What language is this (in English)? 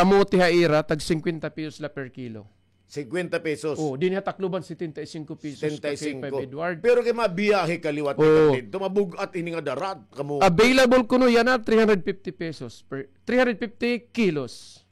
Waray